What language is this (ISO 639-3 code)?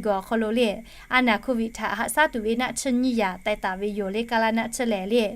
lhu